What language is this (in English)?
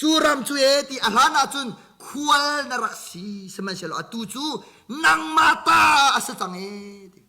Hakha Chin